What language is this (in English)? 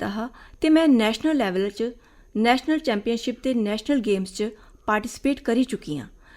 Dogri